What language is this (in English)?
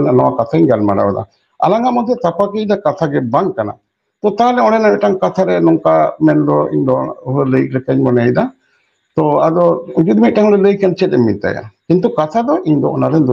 Santali